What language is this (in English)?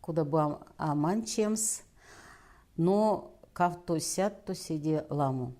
Erzya